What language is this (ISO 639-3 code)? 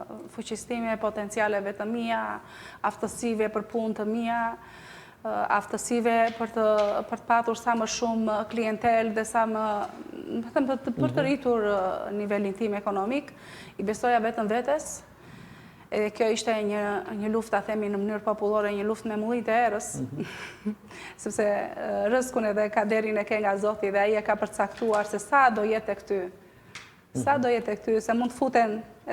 sqi